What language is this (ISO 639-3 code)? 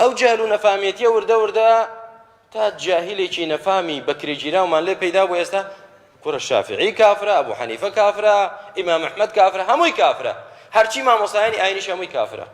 ckb